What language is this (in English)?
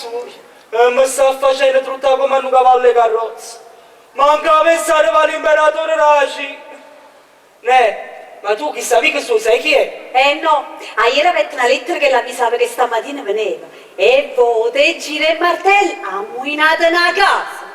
Neapolitan